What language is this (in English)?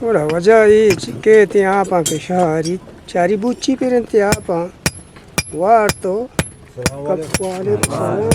Eastern Balochi